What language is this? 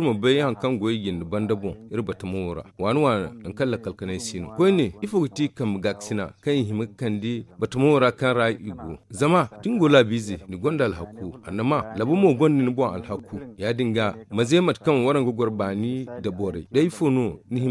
Zarma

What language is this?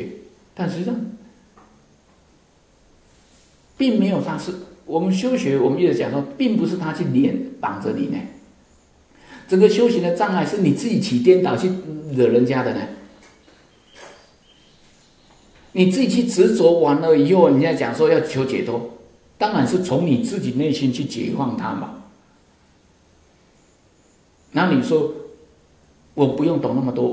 Chinese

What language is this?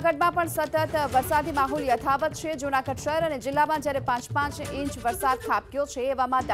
Gujarati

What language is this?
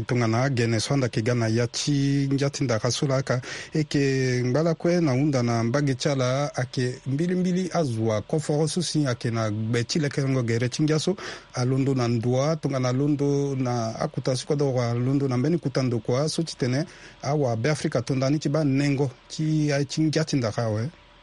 Sango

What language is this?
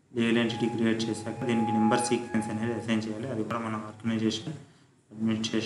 Telugu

